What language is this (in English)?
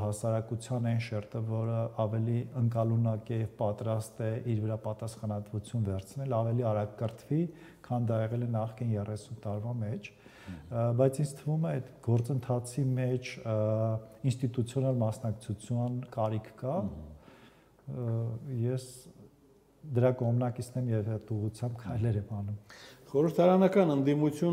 Armenian